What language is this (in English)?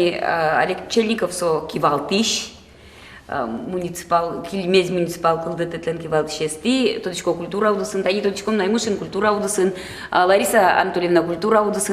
Udmurt